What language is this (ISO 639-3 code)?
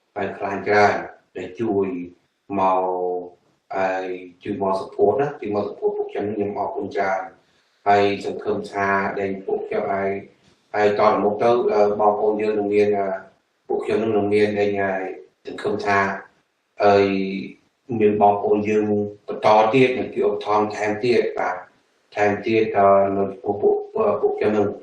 khm